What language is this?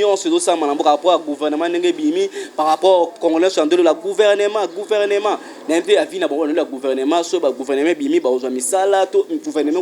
Lingala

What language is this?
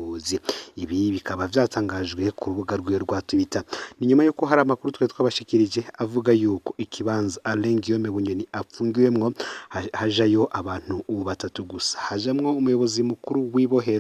Rundi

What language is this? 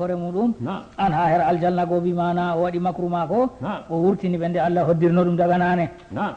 Fula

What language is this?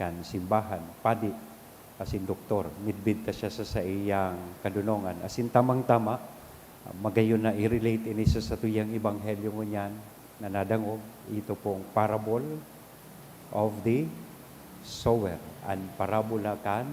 Bikol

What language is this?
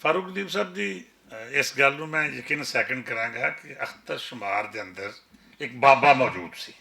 Western Panjabi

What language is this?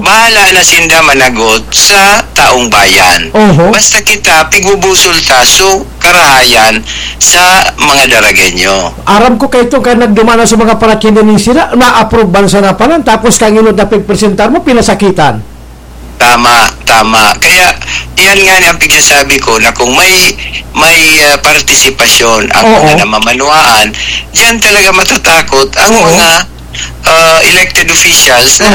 Bikol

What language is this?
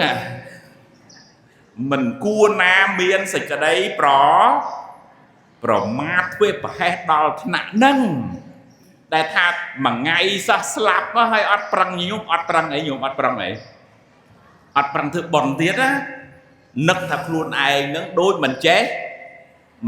Khmer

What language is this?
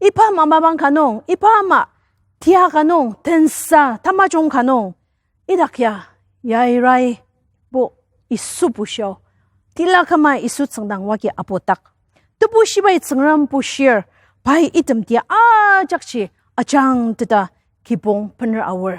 Ao Naga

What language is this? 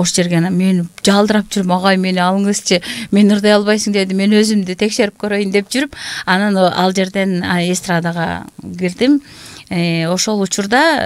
Kyrgyz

